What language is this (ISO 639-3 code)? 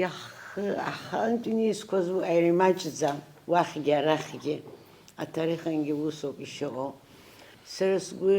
abk